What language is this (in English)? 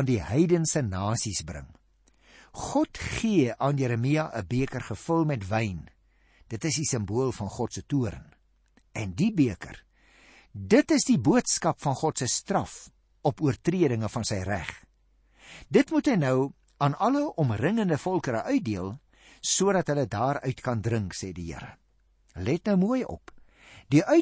Afrikaans